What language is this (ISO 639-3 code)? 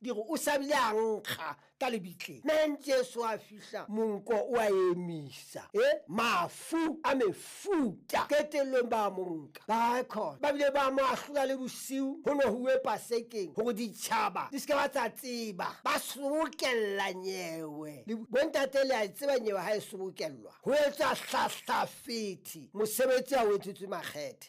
sot